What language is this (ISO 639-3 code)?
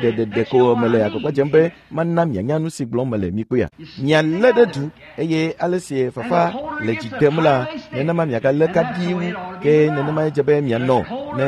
ewe